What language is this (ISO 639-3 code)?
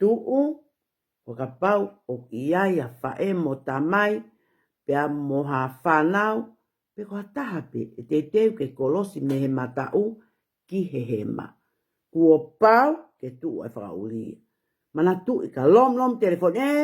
ton